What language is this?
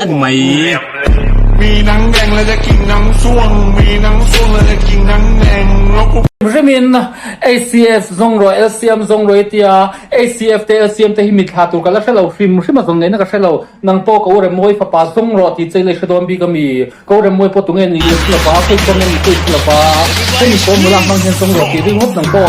Mizo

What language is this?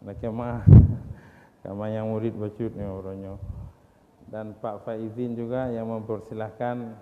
Achinese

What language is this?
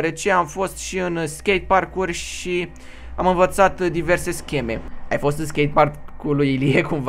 Romanian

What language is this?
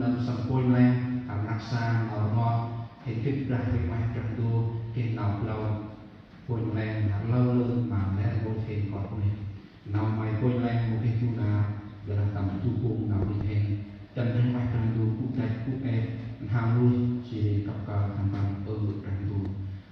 Central Mnong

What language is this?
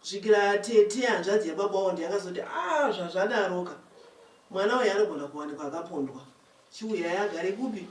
Shona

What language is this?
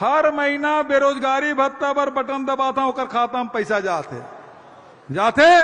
Chhattisgarhi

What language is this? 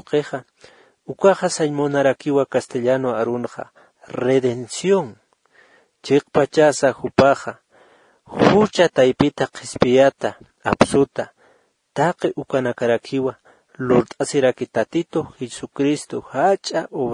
Aymara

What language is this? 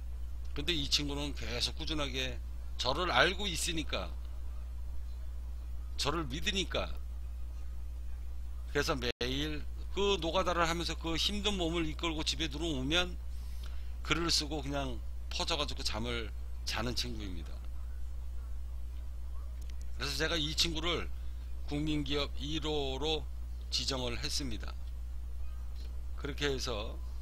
Korean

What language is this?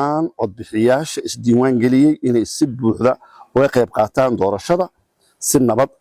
Somali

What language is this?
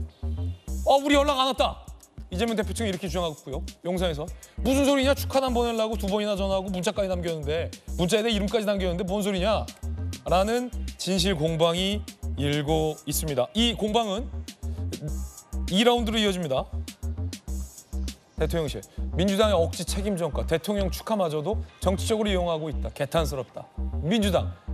Korean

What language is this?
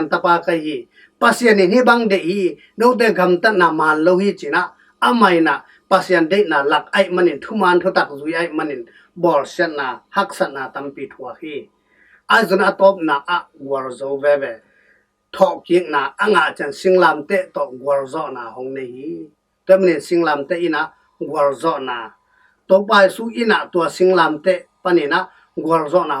Tedim Chin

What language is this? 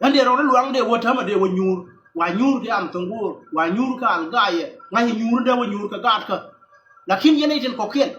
Nuer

